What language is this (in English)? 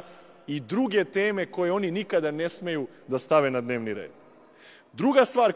Serbian